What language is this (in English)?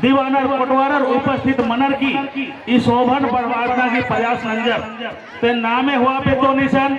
Kurukh